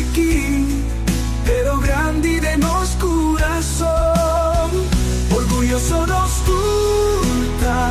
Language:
Papiamento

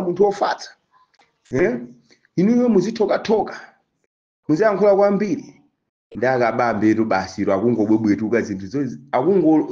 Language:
Nyanja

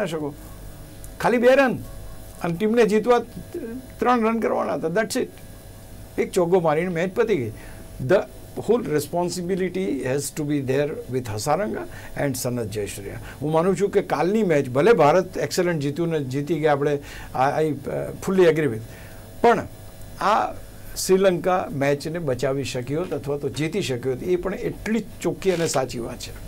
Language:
Gujarati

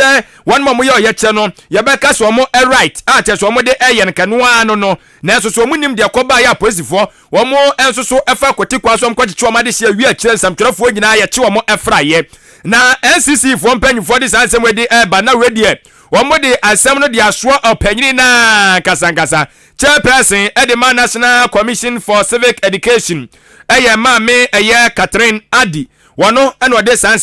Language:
Akan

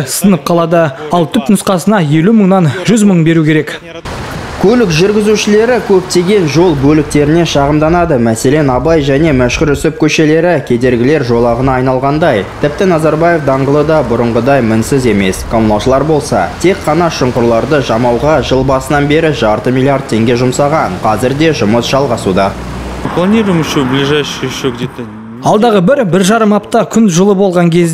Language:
Kazakh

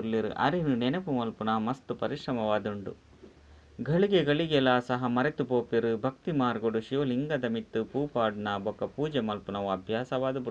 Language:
Tulu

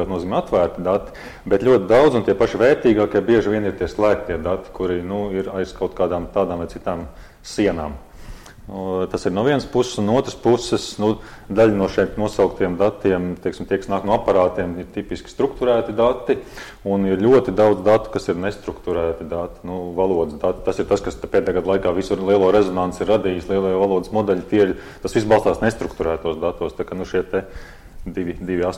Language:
Latvian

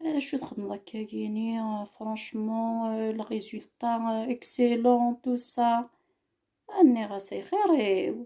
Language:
Kabyle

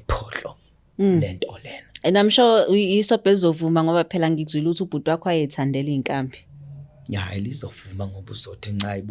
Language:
Zulu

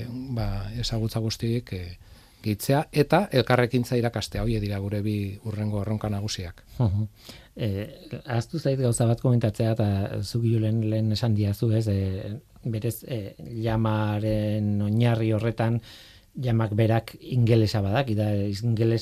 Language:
Basque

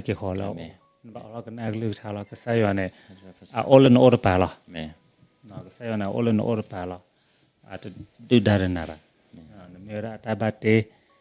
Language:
S'gaw Karen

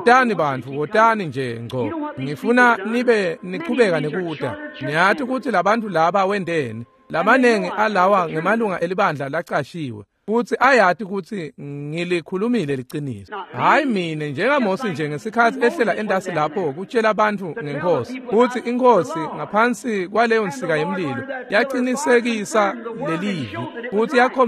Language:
Swati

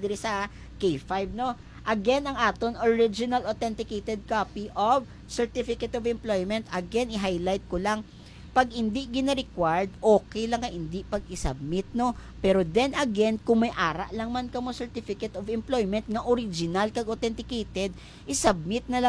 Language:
Hiligaynon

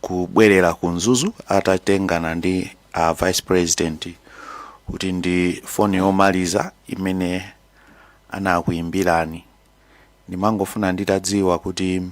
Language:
Nyanja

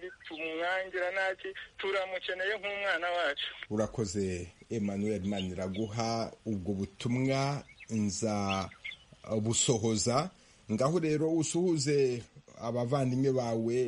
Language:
Kinyarwanda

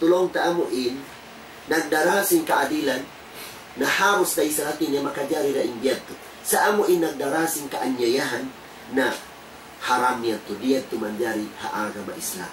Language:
Tausug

